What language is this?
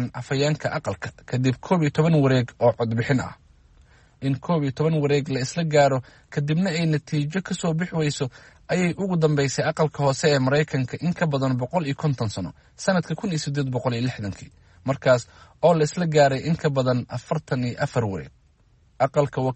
Somali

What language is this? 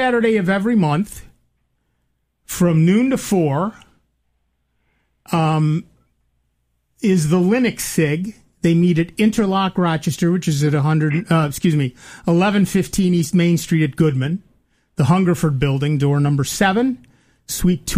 English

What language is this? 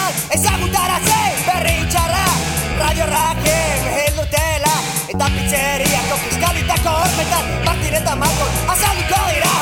Basque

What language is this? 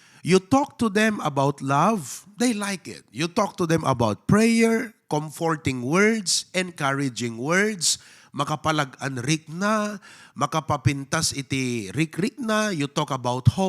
Iloko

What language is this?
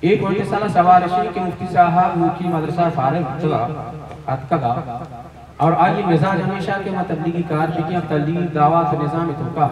Baluchi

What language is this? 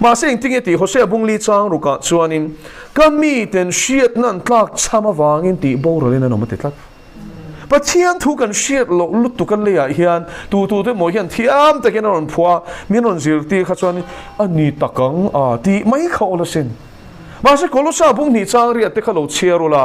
Mizo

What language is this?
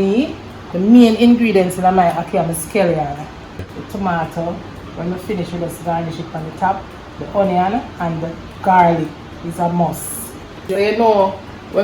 Jamaican Creole English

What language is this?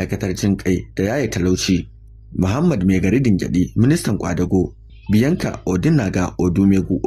Hausa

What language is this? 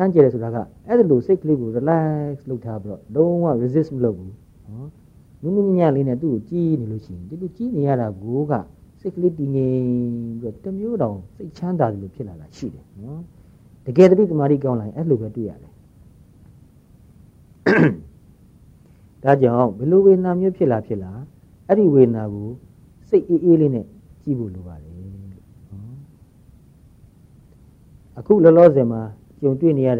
Burmese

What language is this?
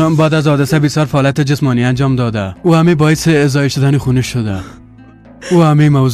Persian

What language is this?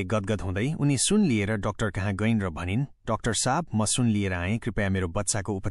Nepali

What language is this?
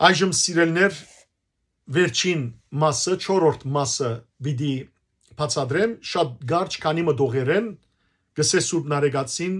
Western Armenian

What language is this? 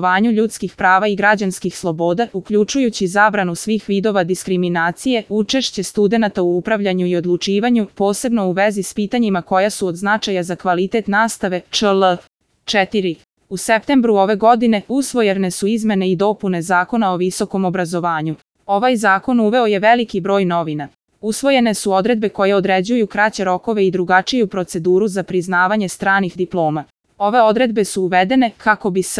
Serbian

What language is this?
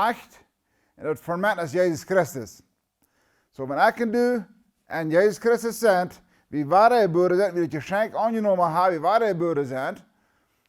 Plautdietsch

